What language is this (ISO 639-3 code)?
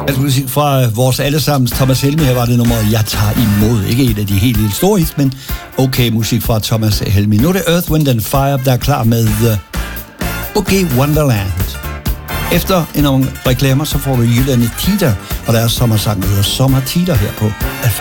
dan